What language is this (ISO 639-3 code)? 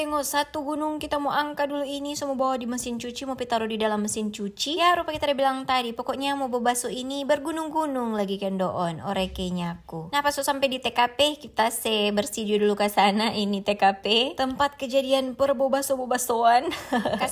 xmm